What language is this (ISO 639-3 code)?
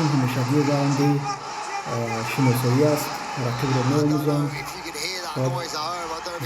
tgk